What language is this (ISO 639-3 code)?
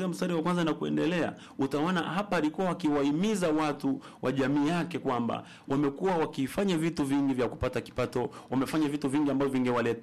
swa